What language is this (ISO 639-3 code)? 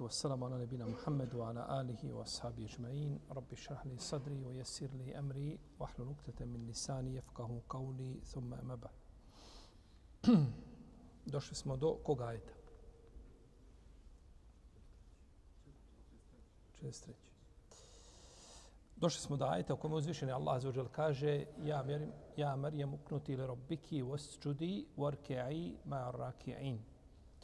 bos